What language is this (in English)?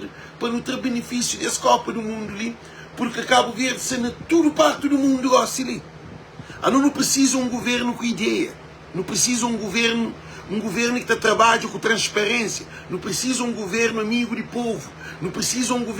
Kabuverdianu